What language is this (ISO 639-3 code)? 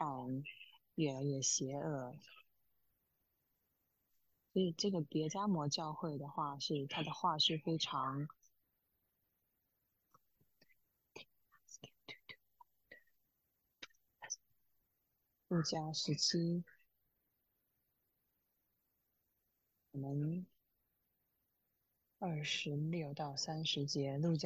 zho